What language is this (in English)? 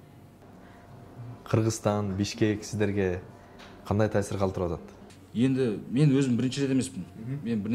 Kazakh